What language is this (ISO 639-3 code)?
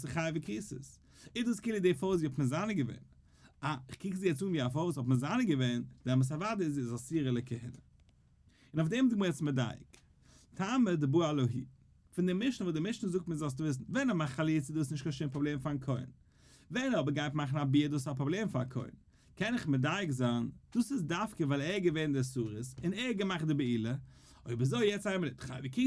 yid